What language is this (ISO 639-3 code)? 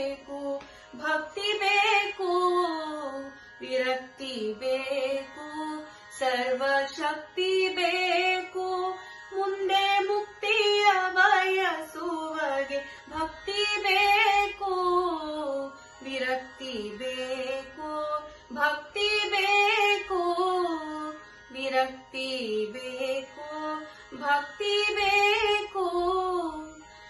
kan